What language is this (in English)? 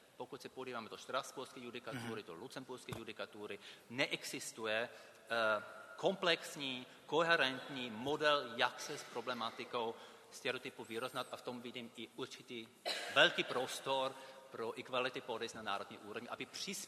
Czech